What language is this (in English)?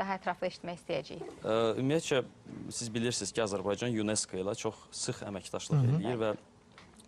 Azerbaijani